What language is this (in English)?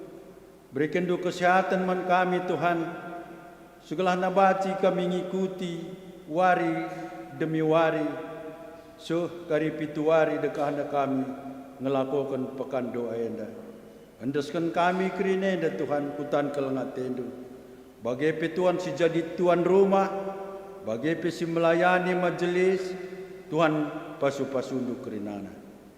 Batak Karo